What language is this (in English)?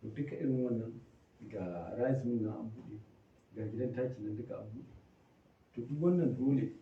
Hausa